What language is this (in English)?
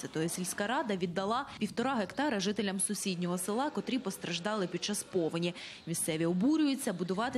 Ukrainian